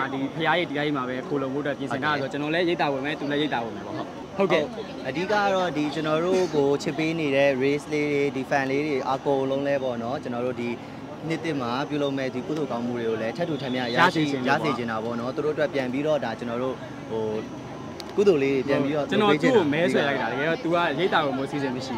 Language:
Burmese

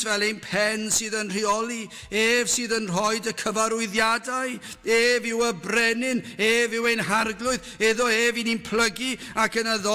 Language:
Welsh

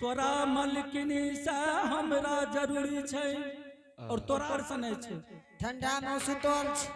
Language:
Angika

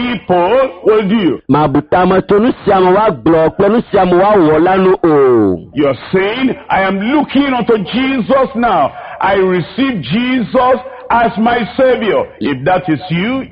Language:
Ewe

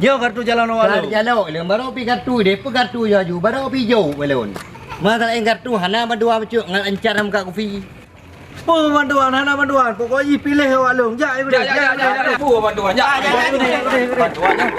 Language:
Achinese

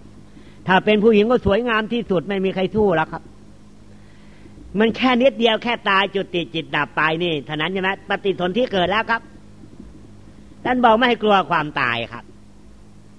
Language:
Thai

